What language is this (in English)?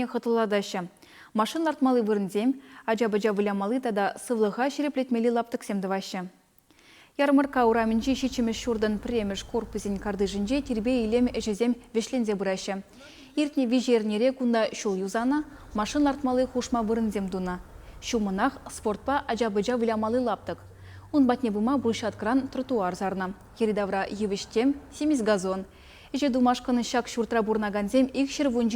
Chuvash